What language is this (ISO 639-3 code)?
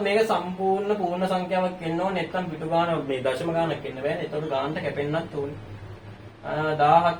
sin